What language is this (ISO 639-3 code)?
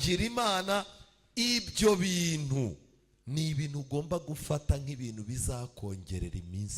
kin